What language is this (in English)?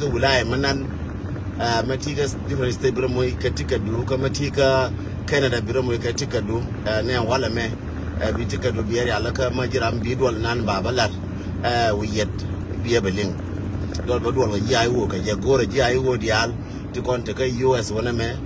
Nuer